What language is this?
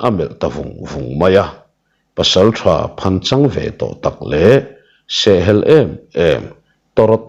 Mizo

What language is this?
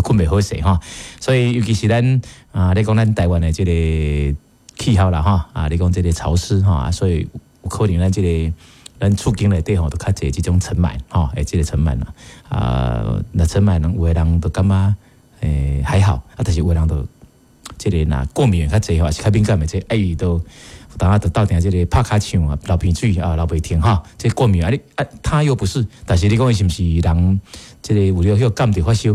Min Nan Chinese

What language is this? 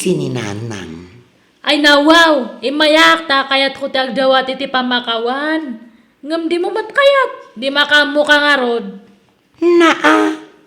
Iloko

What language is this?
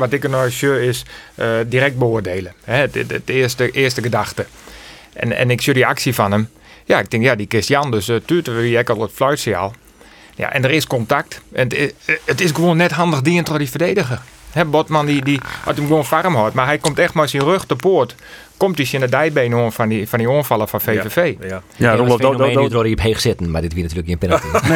Western Frisian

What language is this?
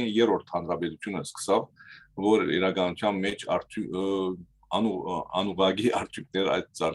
Western Armenian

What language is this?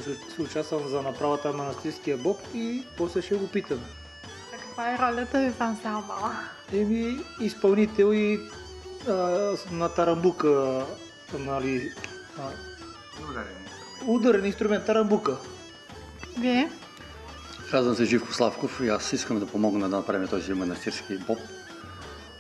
Bulgarian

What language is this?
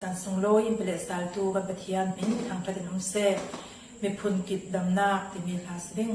Falam Chin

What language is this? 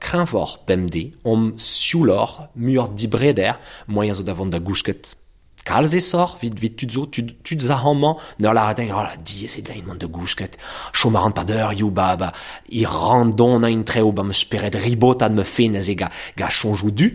Breton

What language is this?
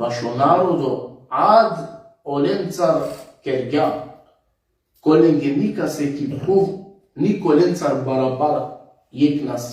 Balkan Romani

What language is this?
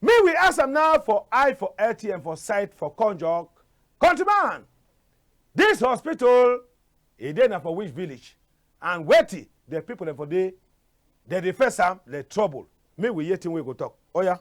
Cameroon Pidgin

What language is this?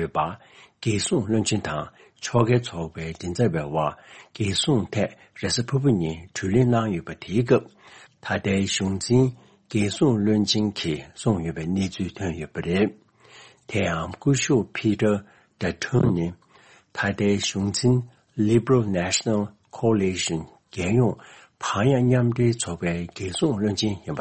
Tibetan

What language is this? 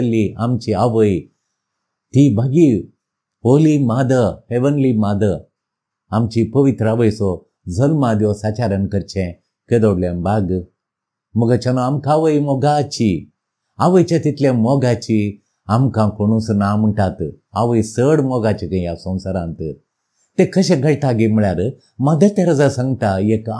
Konkani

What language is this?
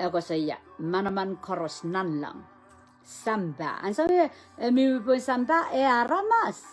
Pohnpeian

